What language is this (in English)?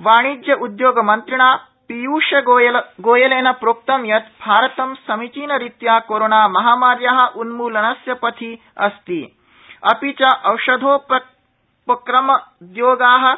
Sanskrit